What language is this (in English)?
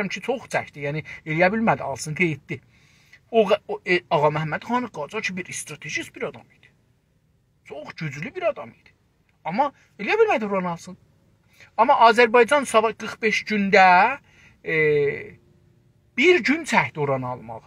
South Azerbaijani